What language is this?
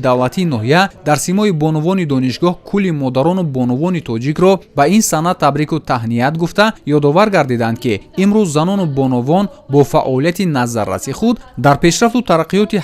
Tajik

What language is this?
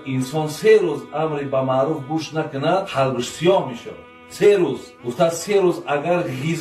Tajik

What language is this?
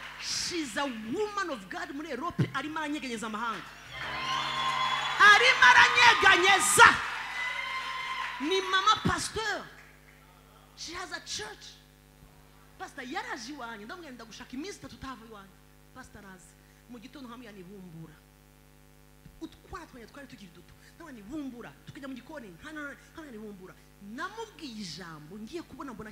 Kinyarwanda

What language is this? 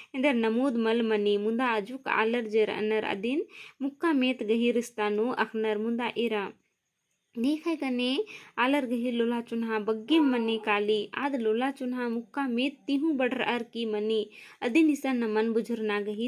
Kurukh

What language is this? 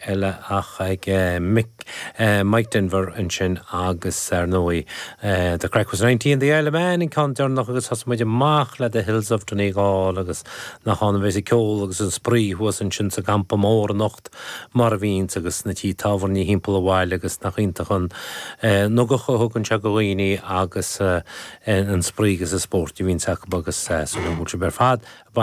Irish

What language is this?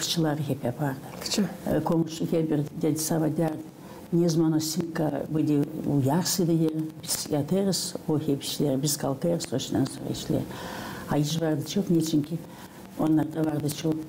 Gagauz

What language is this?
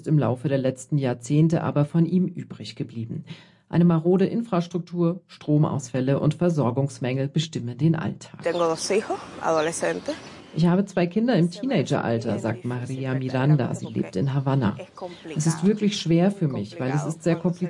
German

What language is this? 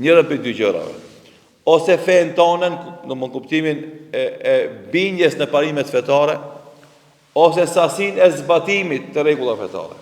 Albanian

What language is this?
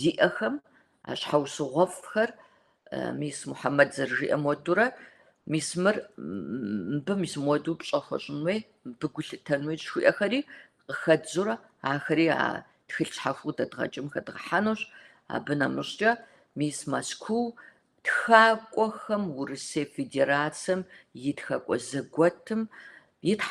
Kabardian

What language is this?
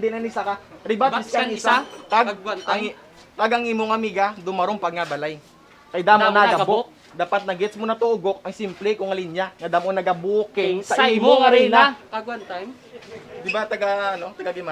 Hiligaynon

